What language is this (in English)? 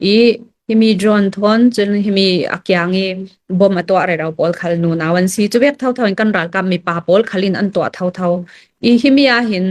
Hakha Chin